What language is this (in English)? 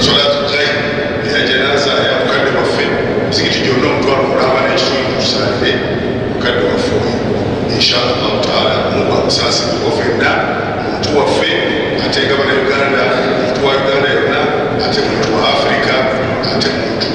Ganda